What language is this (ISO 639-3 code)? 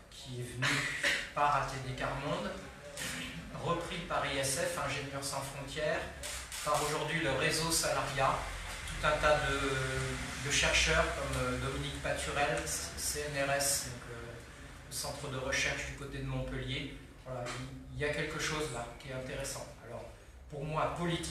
fra